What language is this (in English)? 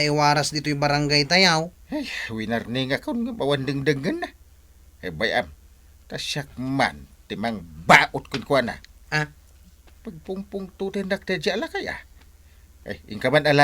Iloko